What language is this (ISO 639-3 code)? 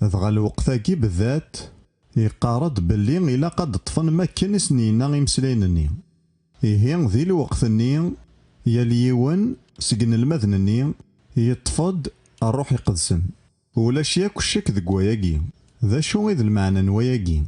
kab